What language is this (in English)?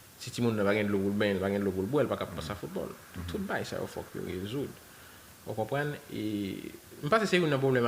Haitian Creole